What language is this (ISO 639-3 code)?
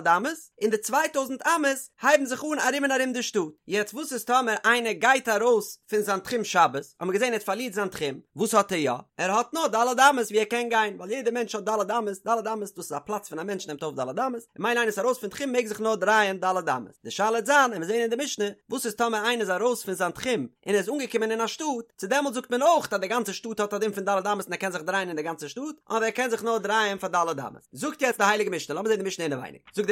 yid